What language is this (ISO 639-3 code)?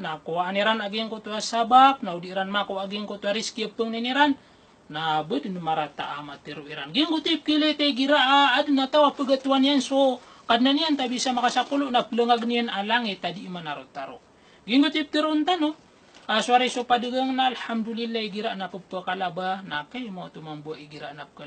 mrw